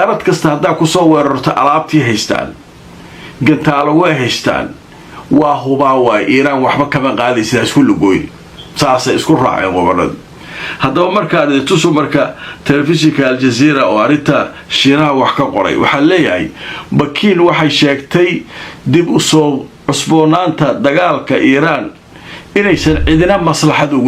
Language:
Somali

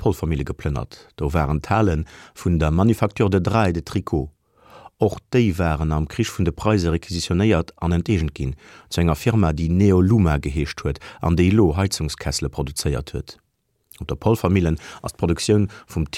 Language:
Luxembourgish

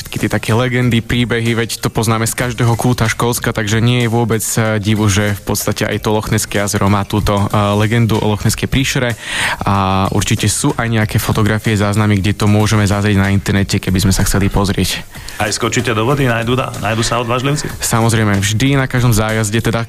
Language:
Slovak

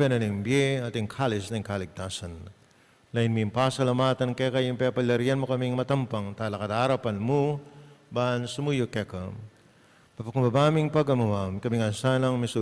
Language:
Pampanga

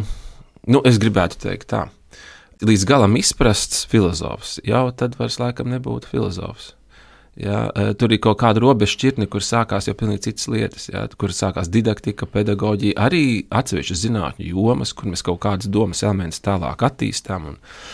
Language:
Latvian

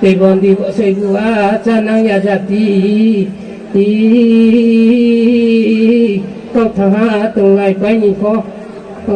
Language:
Riang (India)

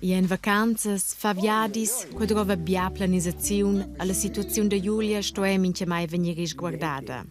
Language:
Romansh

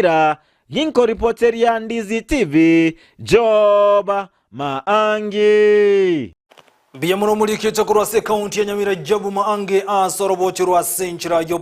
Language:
Gusii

